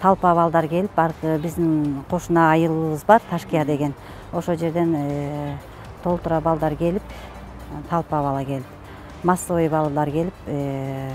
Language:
Kyrgyz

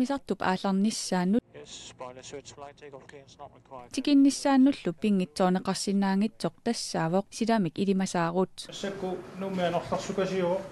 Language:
Kalaallisut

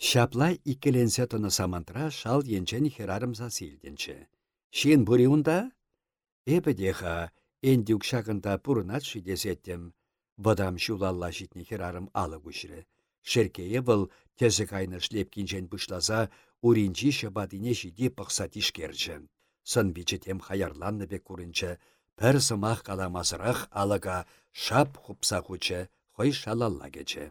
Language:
Chuvash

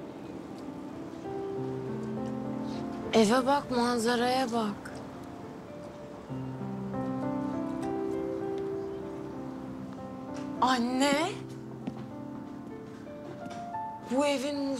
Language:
Turkish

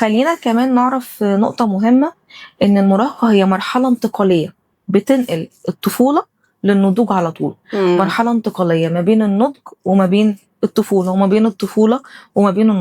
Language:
Egyptian Arabic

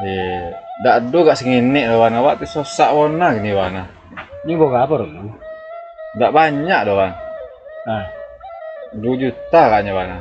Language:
Minangkabau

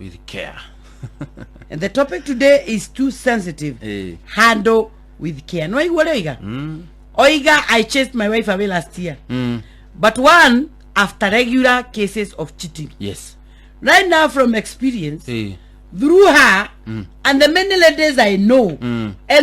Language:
Kikuyu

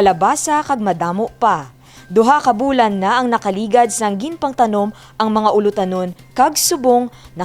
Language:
Hiligaynon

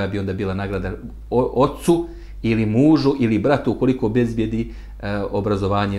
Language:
Bosnian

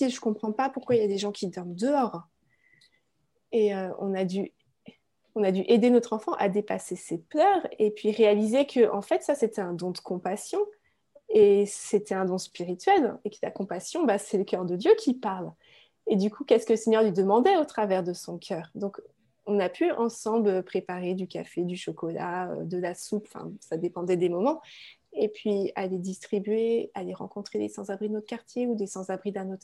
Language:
French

